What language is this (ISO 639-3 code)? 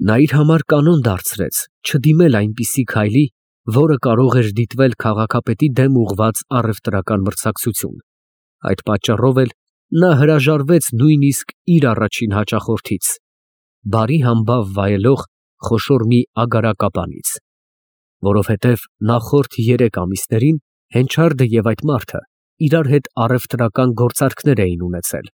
hye